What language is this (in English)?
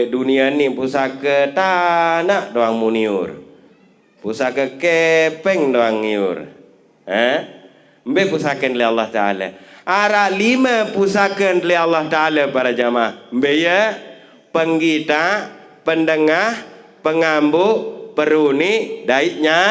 Sasak